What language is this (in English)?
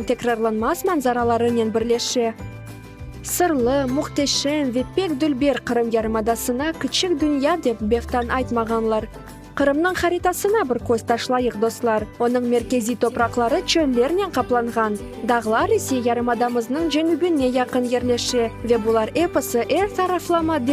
Crimean Tatar